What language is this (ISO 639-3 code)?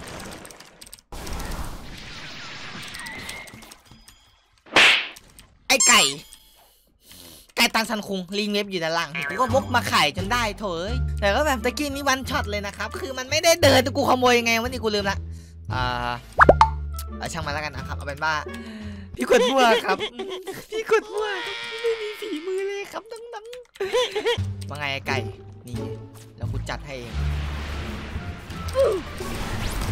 tha